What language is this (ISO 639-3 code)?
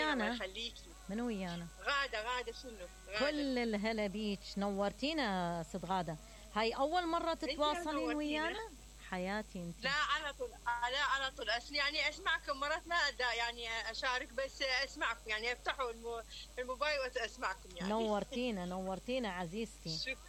acm